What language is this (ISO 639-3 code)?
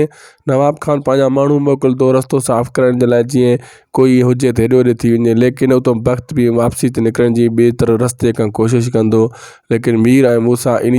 snd